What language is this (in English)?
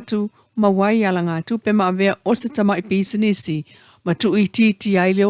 Samoan